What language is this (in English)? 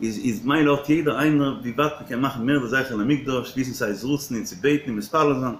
Yiddish